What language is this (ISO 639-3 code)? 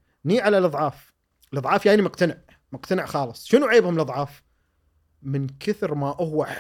afb